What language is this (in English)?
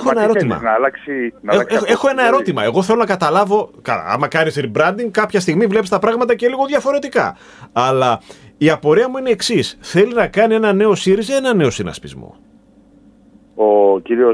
Greek